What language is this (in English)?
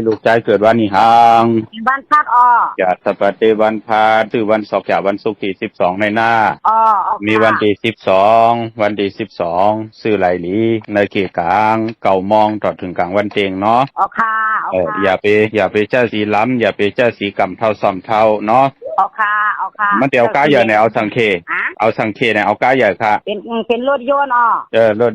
Shan